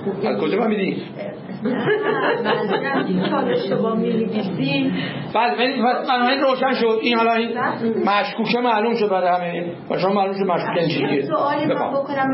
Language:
Persian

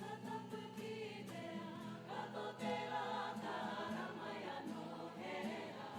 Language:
Māori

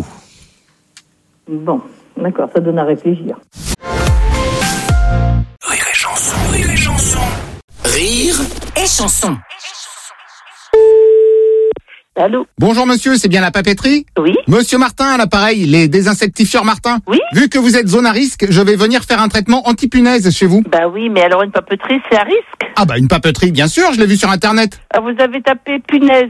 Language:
French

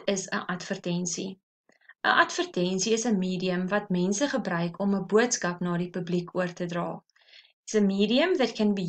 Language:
Afrikaans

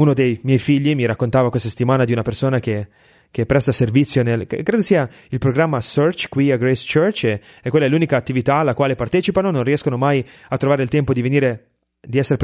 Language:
Italian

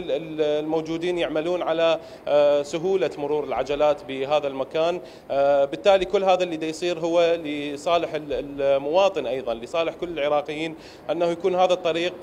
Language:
Mesopotamian Arabic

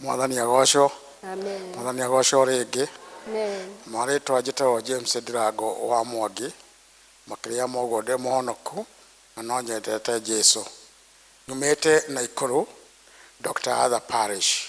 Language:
Kikuyu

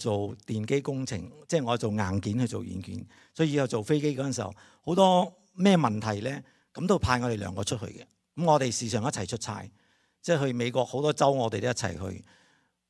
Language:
Cantonese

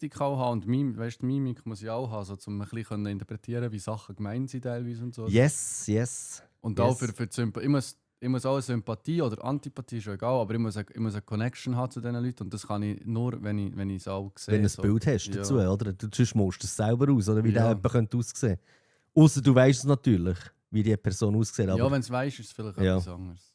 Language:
Swiss German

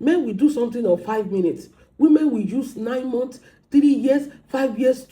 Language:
Yoruba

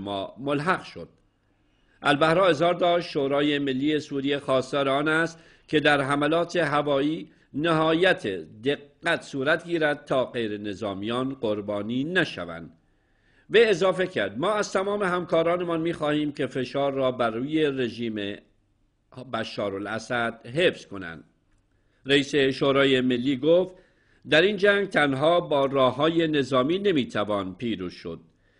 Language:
Persian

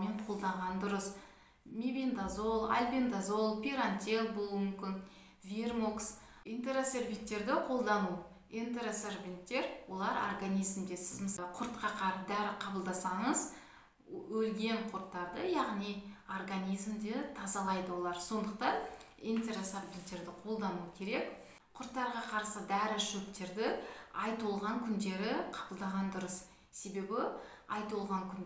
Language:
Kazakh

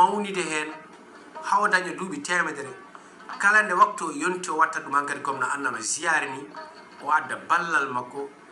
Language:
Fula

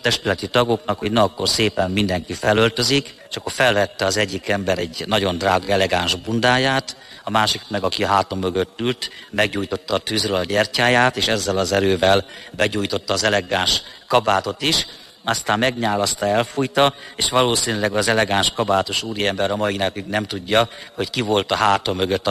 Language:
Hungarian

